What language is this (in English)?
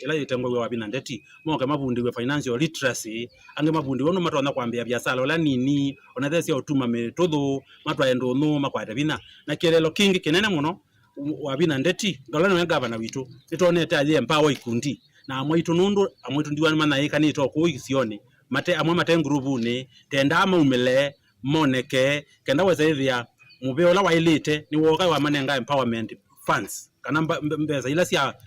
Kamba